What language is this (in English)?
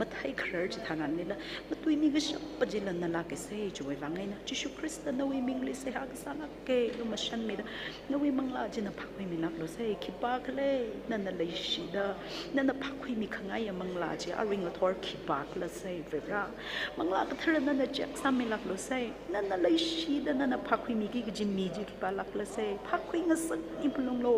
Tangkhul Naga (India)